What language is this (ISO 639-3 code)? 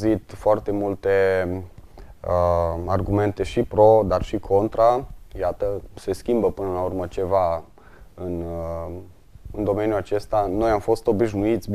ron